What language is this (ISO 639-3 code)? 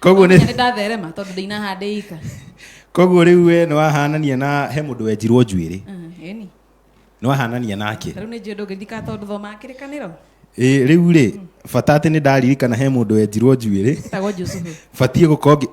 kik